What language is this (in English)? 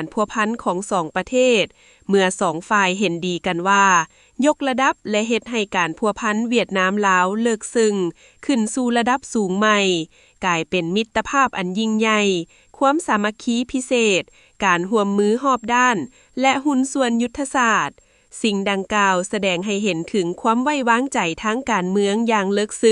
Lao